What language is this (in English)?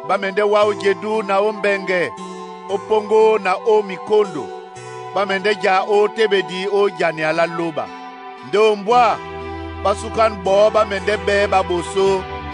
Duala